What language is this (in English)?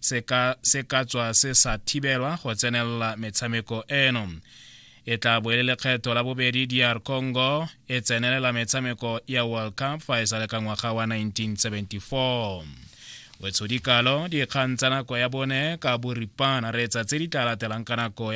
Tswana